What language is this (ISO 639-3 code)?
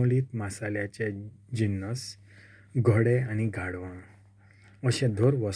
kok